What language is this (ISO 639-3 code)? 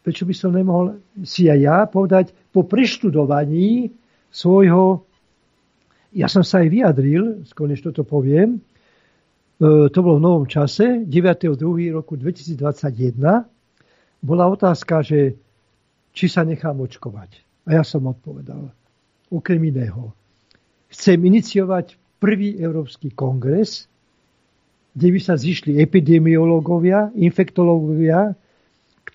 slk